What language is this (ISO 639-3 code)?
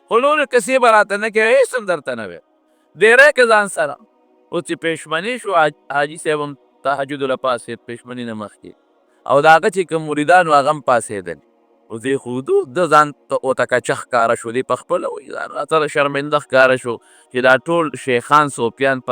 pus